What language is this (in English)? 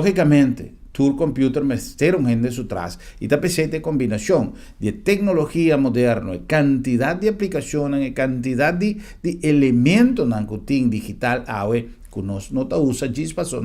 Papiamento